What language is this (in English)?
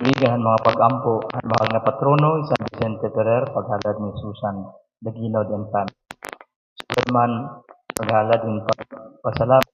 Waray